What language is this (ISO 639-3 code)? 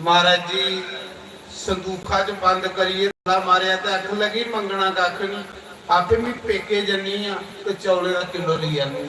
doi